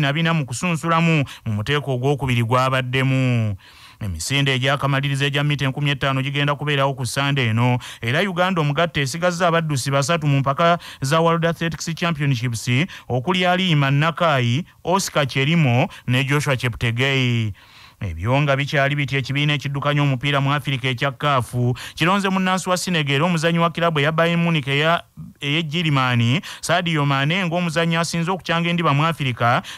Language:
Ganda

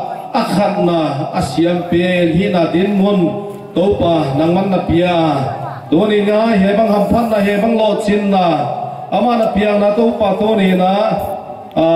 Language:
Paite Chin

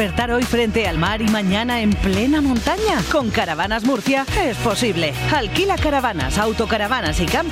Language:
Spanish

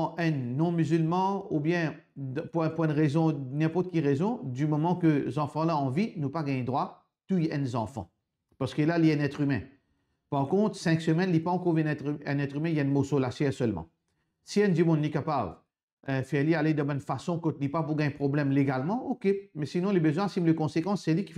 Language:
Morisyen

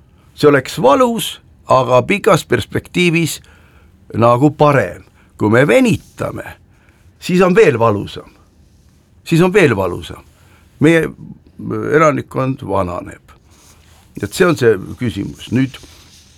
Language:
Estonian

